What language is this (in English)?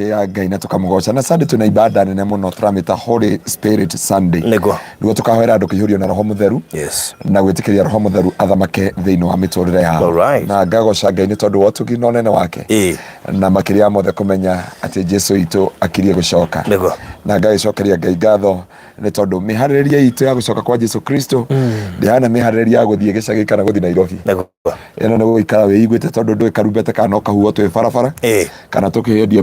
Kikuyu